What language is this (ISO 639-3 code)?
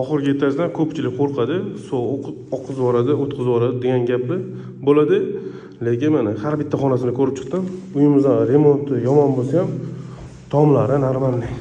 uzb